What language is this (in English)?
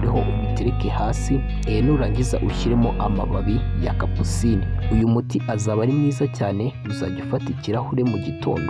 Kinyarwanda